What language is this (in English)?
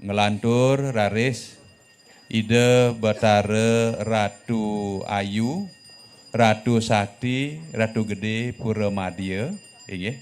Balinese